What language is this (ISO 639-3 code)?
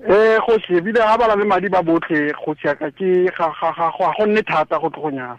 tsn